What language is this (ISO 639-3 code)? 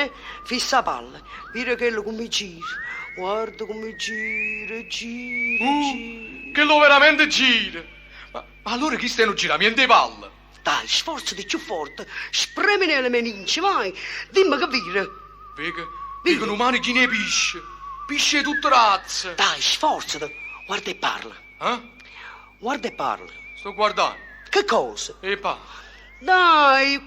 nap